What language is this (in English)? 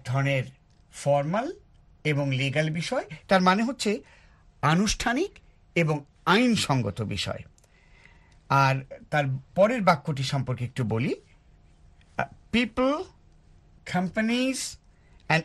Bangla